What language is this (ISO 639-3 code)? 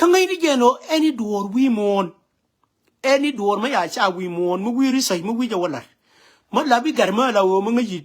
nus